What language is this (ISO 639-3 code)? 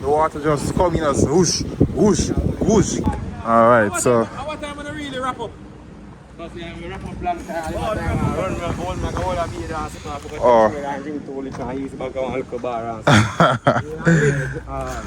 jam